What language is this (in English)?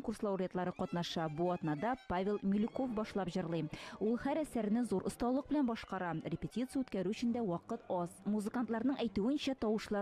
Tatar